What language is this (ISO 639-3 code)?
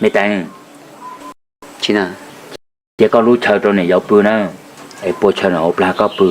hmn